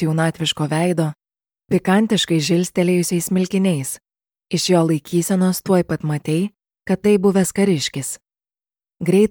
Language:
Lithuanian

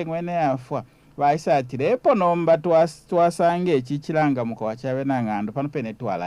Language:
Bemba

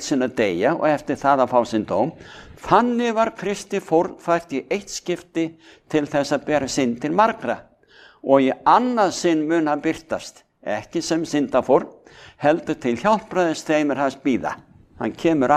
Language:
Icelandic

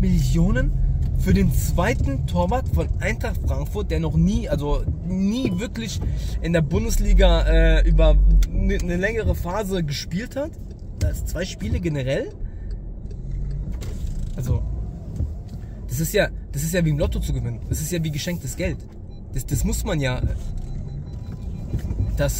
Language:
German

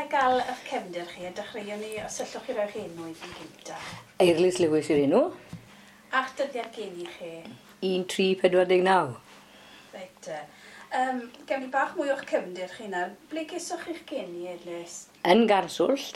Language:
Welsh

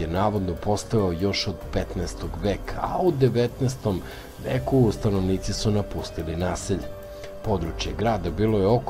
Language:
Serbian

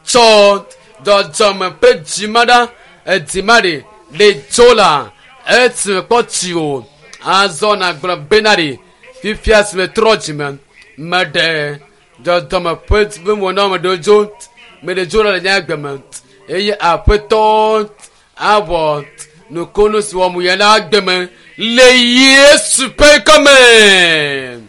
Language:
Ewe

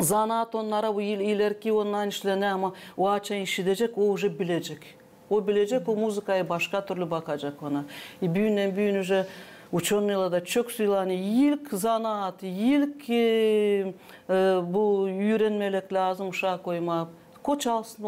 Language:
Gagauz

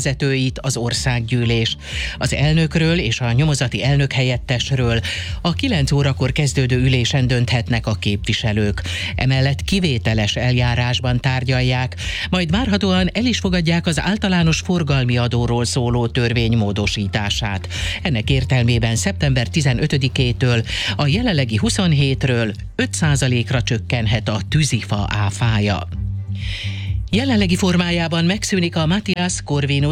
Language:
Hungarian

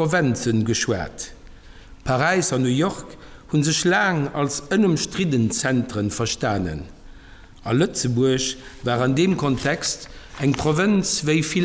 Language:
Luxembourgish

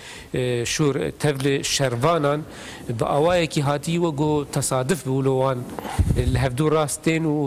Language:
Kurdish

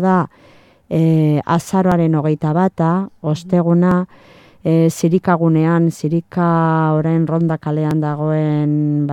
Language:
Basque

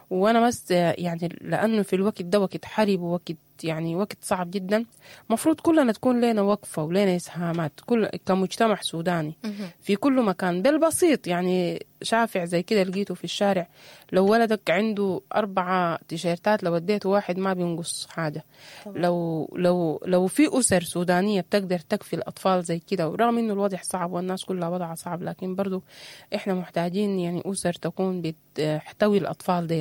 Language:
Sudanese Arabic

